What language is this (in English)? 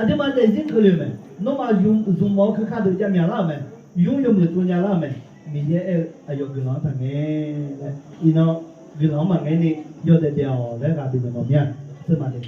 Akha